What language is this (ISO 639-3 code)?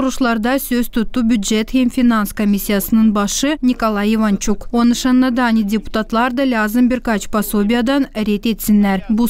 gag